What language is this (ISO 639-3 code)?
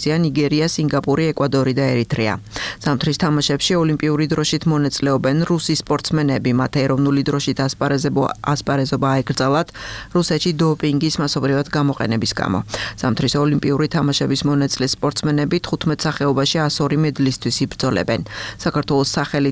kat